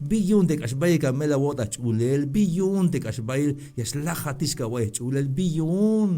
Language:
Tzeltal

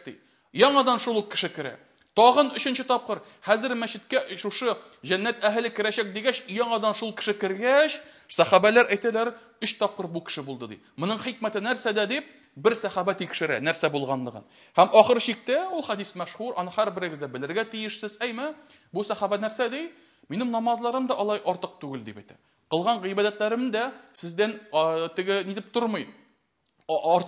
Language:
Tatar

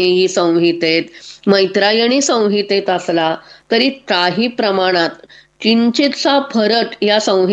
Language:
Marathi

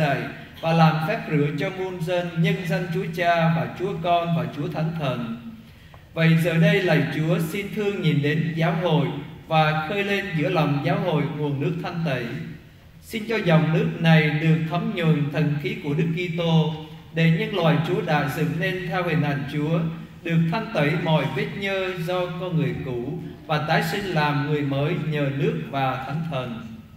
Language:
Vietnamese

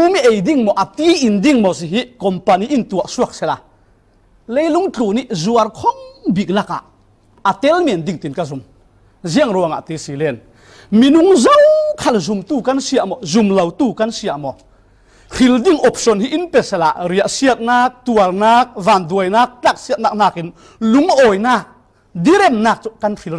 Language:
Falam Chin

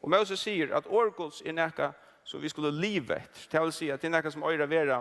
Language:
Faroese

